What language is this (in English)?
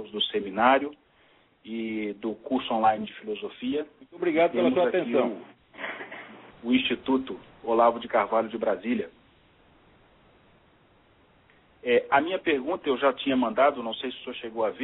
Portuguese